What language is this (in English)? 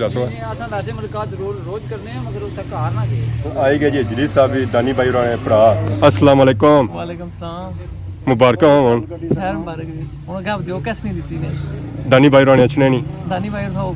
Pahari-Potwari